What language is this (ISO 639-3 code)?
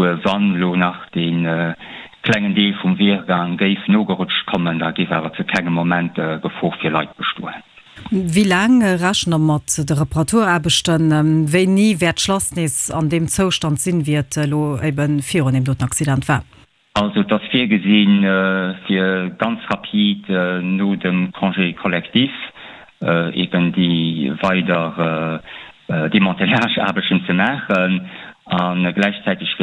ltz